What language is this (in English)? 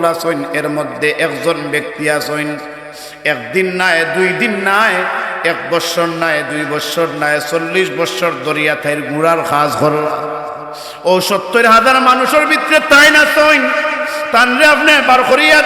Sylheti